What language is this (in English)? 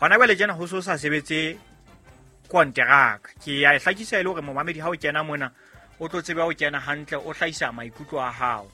Southern Sotho